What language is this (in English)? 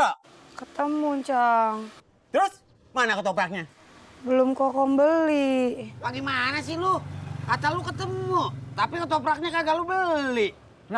Betawi